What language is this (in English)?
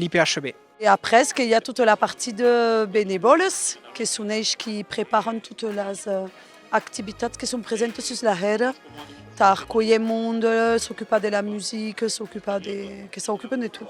Occitan